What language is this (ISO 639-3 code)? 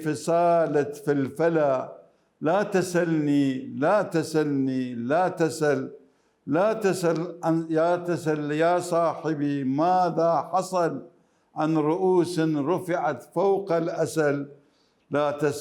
acm